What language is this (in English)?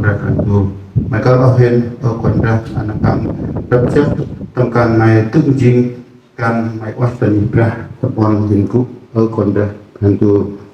Central Mnong